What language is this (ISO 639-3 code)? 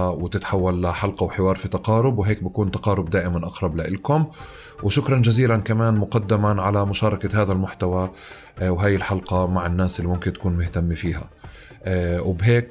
apc